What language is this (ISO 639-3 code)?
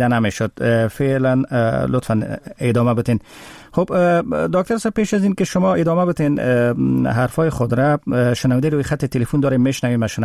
fas